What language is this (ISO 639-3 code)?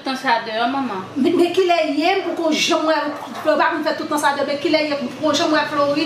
hat